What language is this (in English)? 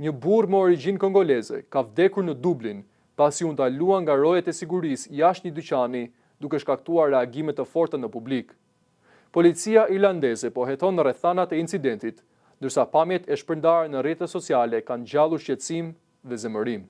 Albanian